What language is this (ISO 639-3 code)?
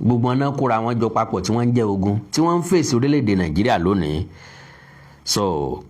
yor